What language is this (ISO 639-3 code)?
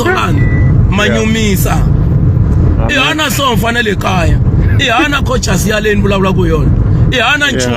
tso